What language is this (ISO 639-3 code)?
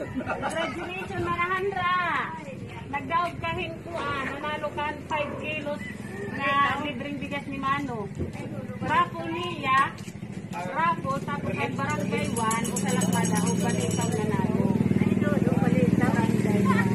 war